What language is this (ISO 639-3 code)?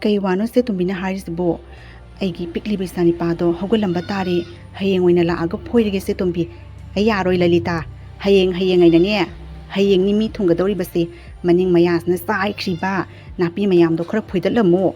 mni